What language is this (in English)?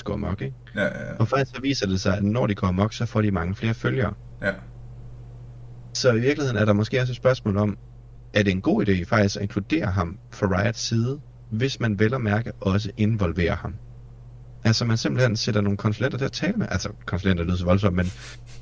Danish